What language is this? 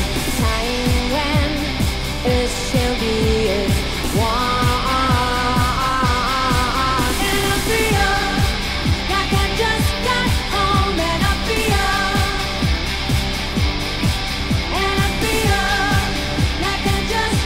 English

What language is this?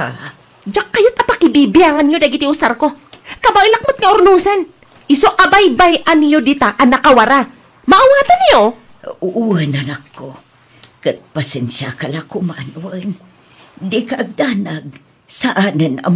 Iloko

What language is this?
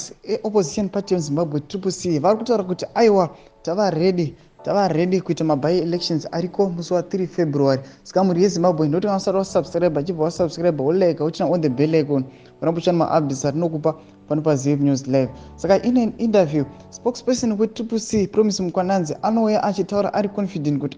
Shona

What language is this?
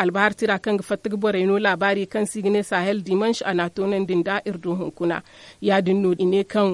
Zarma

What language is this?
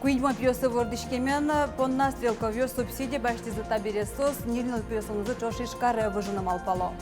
Udmurt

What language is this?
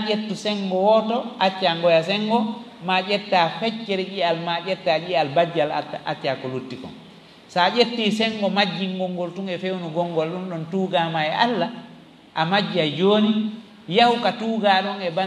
Fula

